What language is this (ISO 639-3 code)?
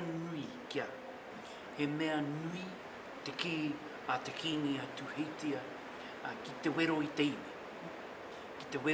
mri